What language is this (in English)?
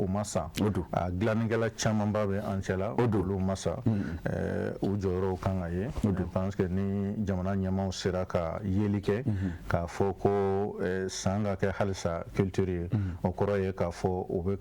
Bambara